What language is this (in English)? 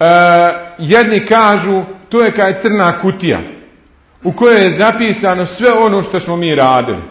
Bosnian